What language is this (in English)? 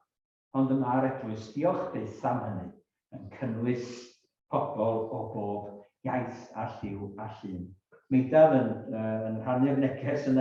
Welsh